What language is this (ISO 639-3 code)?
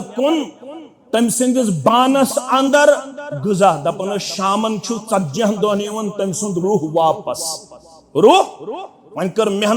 kas